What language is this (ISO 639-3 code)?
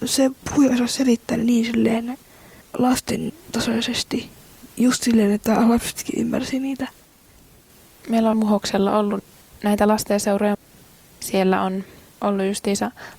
fin